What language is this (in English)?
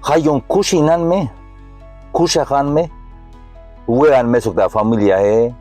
Tzeltal